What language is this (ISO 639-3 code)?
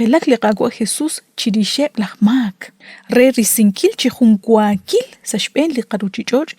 kek